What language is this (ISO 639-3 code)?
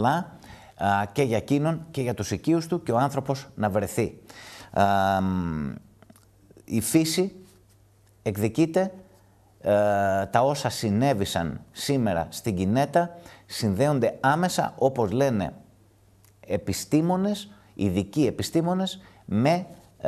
ell